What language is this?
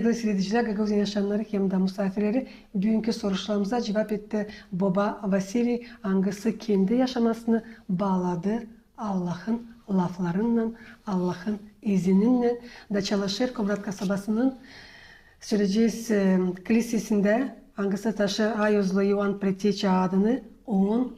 Gagauz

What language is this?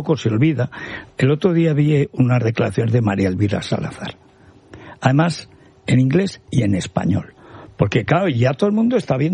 Spanish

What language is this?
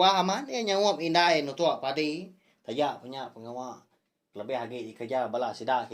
Iban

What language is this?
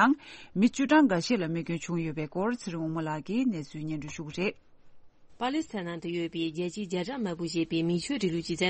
Tibetan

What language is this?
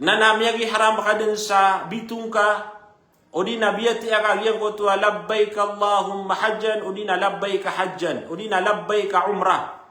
Maranao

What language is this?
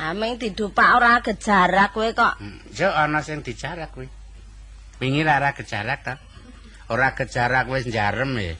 Javanese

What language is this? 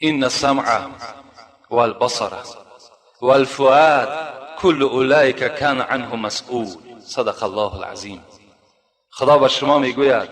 Tajik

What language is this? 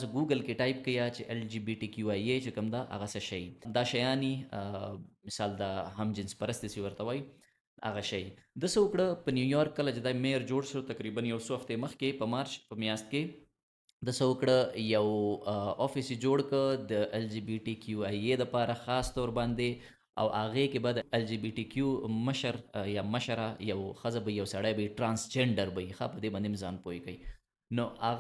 Pashto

